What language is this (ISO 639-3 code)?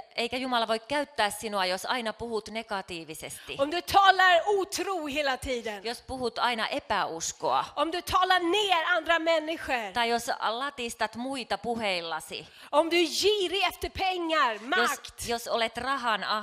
fin